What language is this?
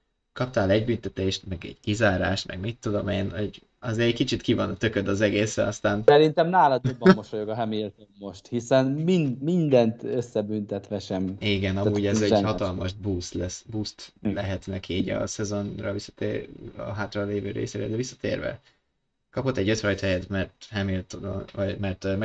Hungarian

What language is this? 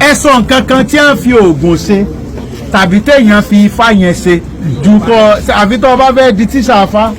Yoruba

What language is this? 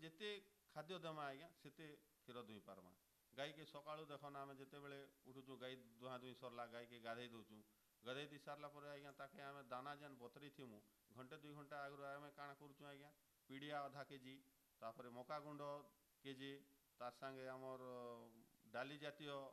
Odia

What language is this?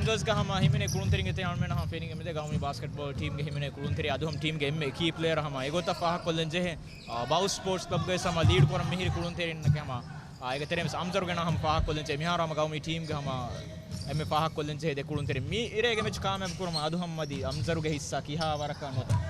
Divehi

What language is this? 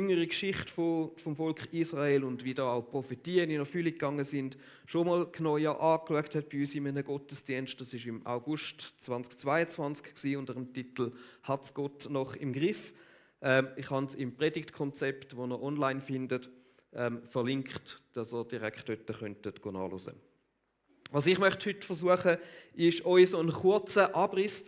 Swiss German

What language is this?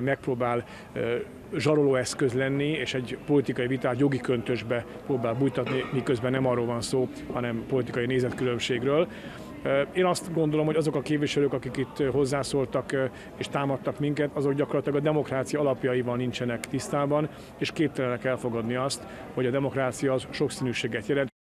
Hungarian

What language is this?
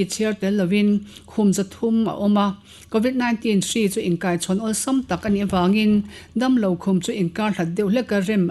Mizo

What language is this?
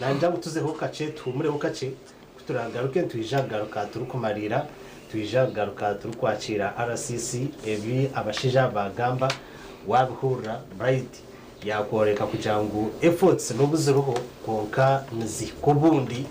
Nyankole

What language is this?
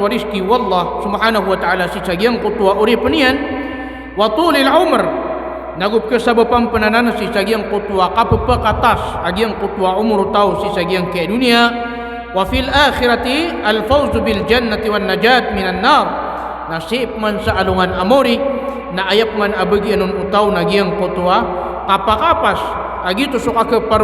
Maranao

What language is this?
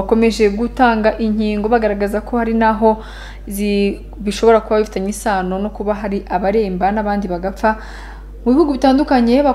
Kinyarwanda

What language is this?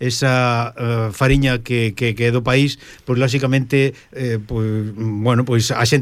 Galician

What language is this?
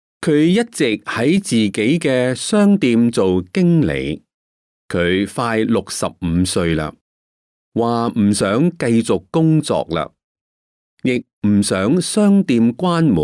Cantonese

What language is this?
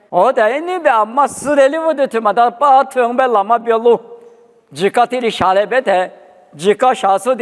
Lisu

